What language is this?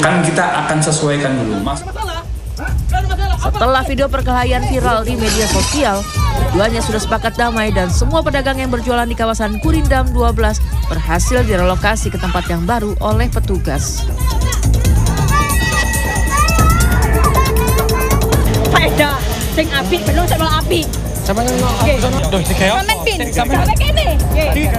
Indonesian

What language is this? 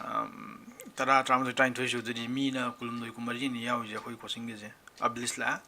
Manipuri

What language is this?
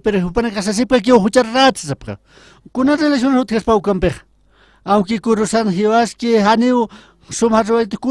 Aymara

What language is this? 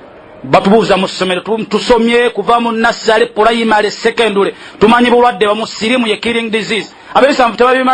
Ganda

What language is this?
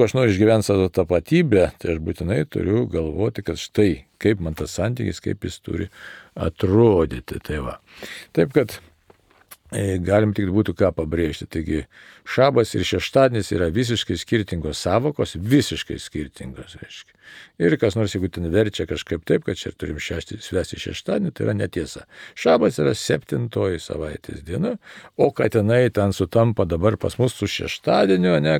Lithuanian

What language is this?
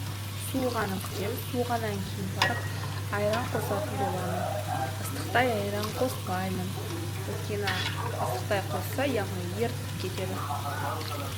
Kazakh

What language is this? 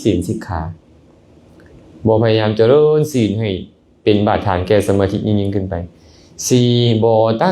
Lao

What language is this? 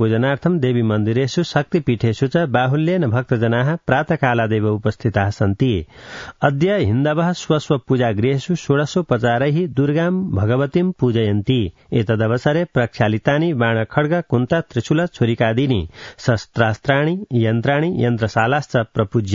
Sanskrit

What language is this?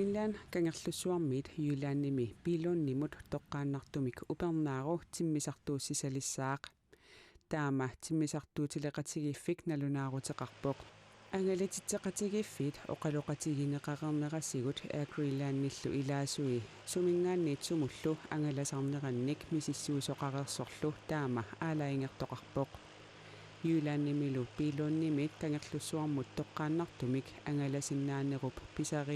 Kalaallisut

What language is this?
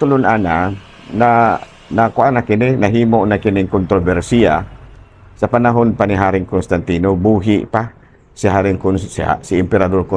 Cebuano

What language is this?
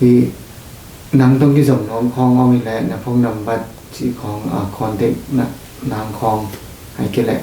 Tedim Chin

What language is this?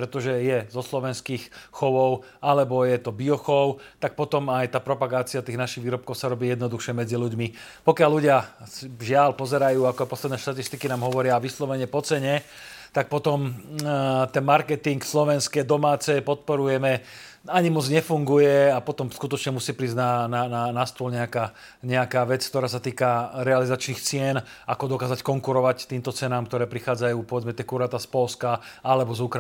Slovak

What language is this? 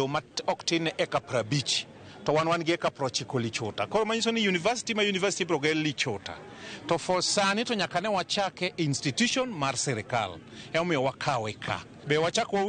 Luo (Kenya and Tanzania)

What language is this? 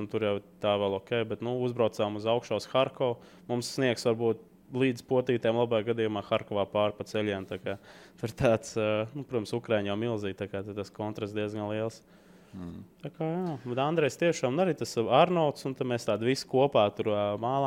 Latvian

